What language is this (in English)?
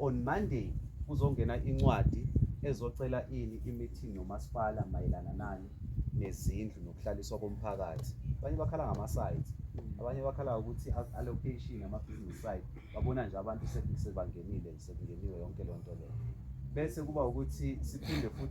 Zulu